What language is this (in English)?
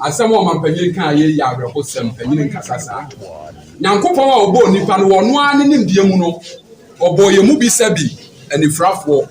Akan